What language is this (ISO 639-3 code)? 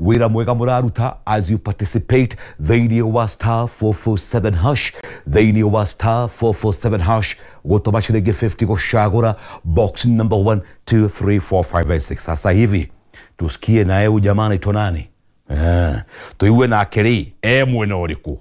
kik